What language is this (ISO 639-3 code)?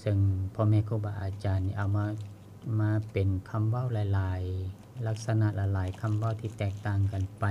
lao